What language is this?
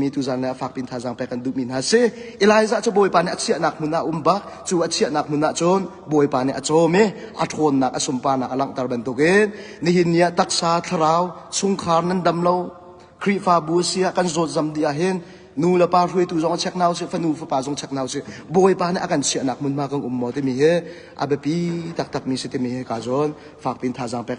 Hakha Chin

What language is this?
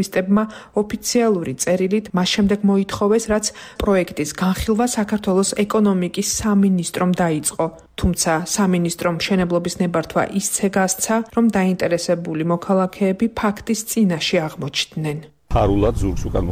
Georgian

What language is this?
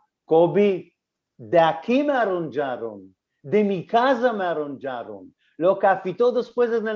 Ladino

